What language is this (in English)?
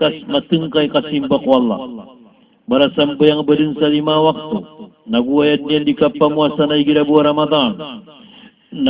Maranao